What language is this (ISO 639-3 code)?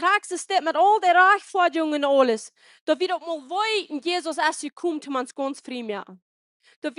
pdt